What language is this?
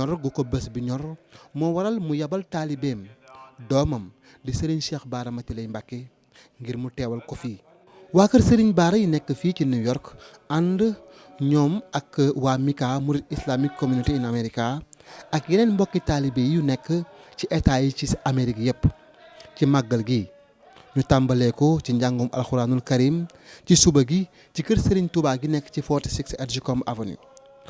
Wolof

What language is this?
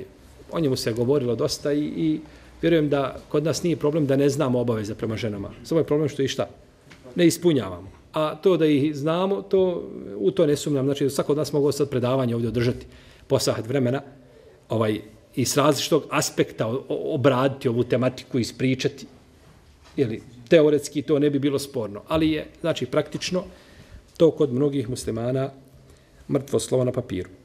Bosnian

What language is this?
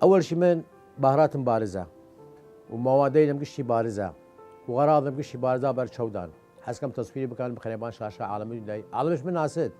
Southern Kurdish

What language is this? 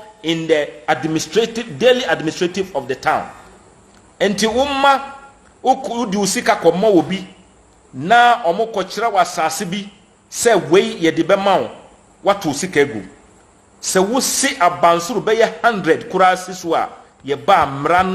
Akan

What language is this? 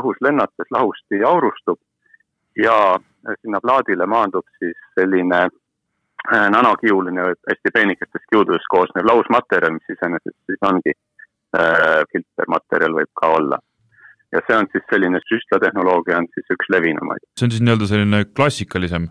Estonian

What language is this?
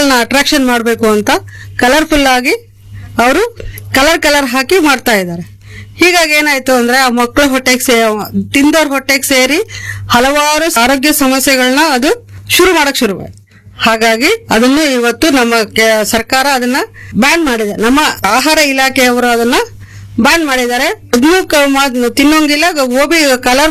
Kannada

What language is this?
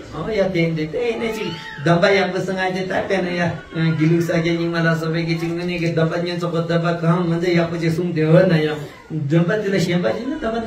Tibetan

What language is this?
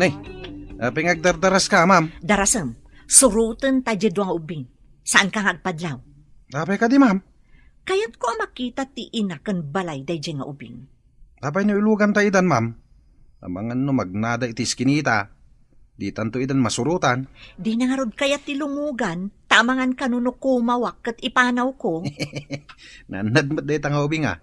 Iloko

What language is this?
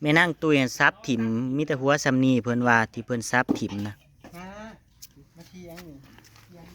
Northeastern Thai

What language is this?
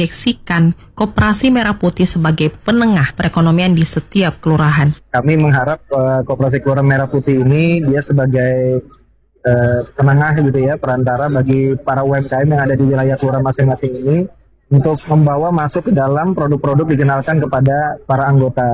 Indonesian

